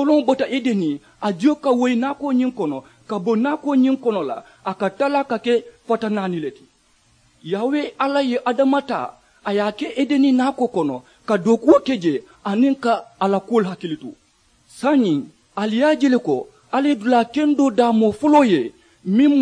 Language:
Mandingo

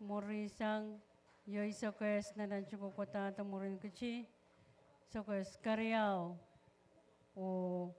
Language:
Pohnpeian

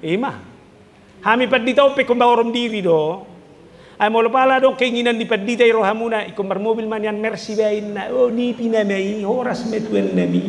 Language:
Batak Toba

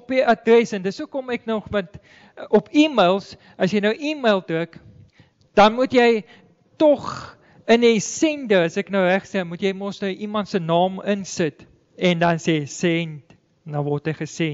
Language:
Afrikaans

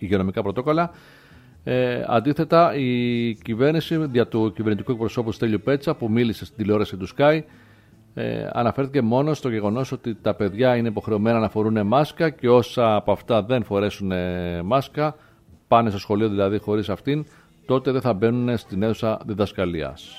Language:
Greek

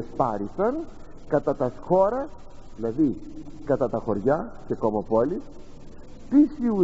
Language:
Greek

